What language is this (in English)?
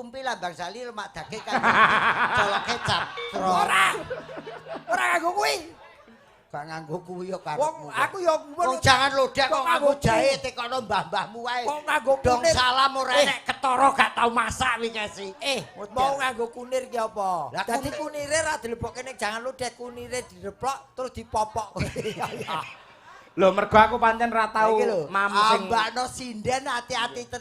Javanese